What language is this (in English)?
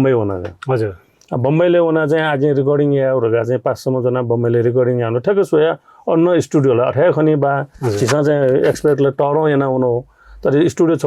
Newari